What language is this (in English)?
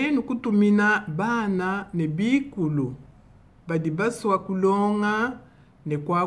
Luba-Lulua